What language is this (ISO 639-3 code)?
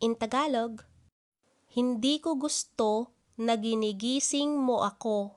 ilo